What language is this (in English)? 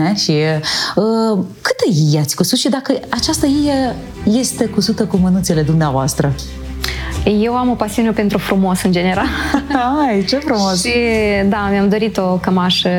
Romanian